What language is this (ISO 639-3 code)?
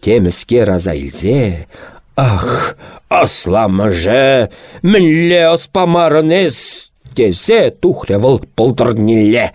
chv